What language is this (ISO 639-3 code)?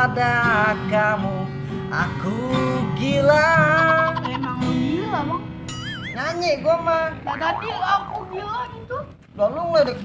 bew